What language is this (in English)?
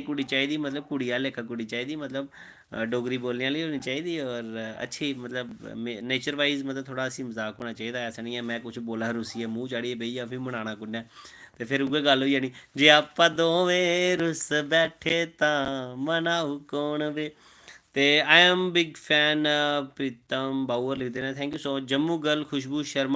Dogri